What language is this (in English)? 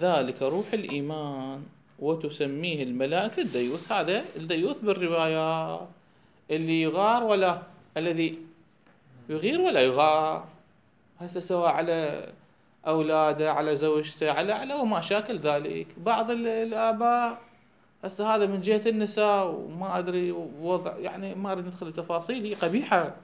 Mesopotamian Arabic